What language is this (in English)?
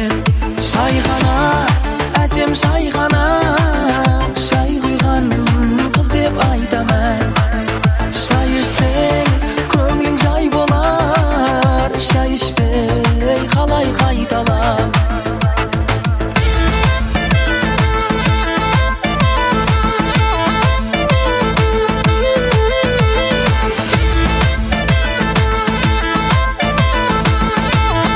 Kazakh